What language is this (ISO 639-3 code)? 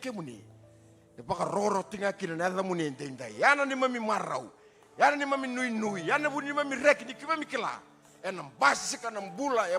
fij